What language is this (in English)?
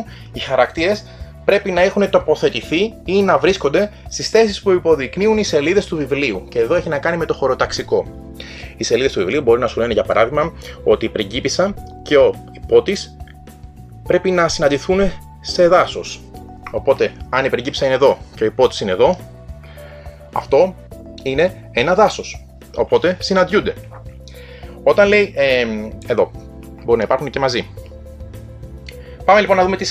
Greek